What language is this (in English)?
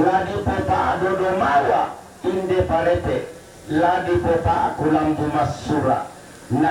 Toraja-Sa'dan